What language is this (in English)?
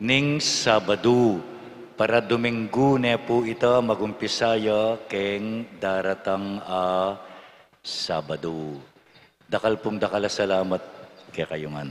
Pampanga